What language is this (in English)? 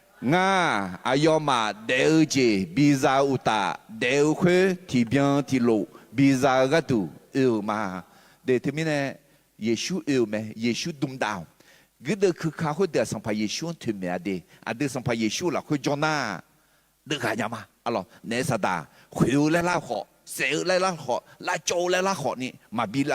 Akha